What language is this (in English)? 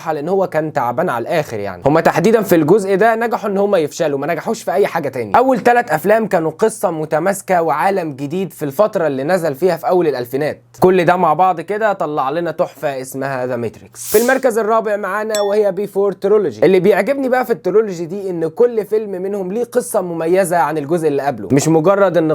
Egyptian Arabic